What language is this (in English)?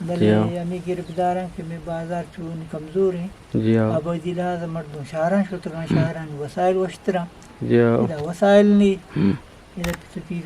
Eastern Balochi